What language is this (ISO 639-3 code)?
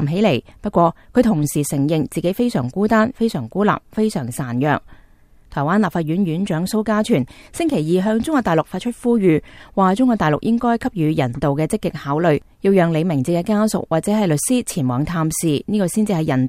yue